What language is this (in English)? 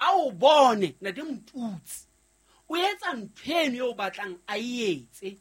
Southern Sotho